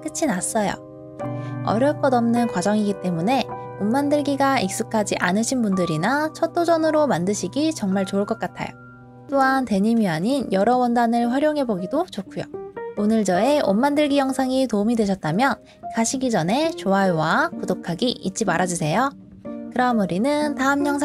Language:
Korean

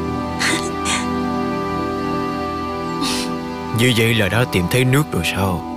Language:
Vietnamese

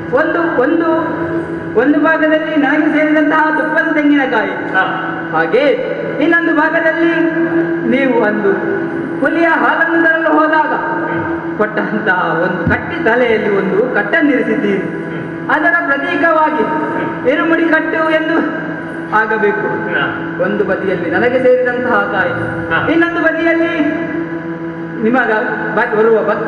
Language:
Kannada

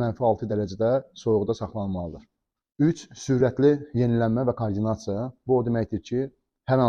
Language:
Azerbaijani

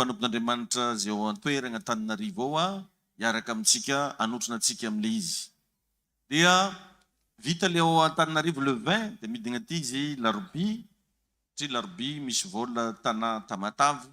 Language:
Malagasy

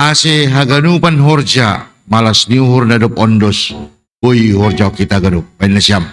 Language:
Batak Simalungun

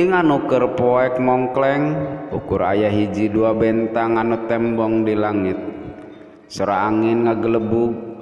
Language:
Sundanese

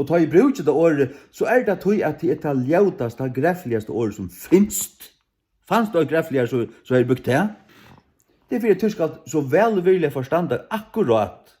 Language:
Faroese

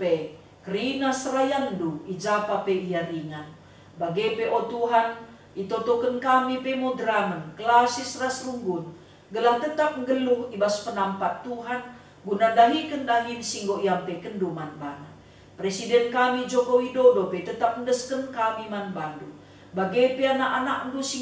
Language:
Batak Karo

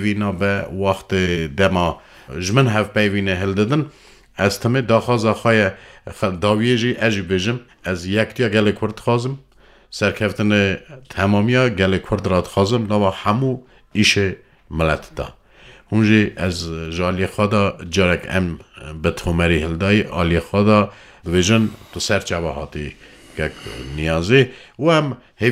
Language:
Kurdish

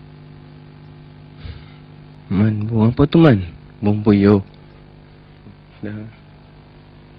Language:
Malay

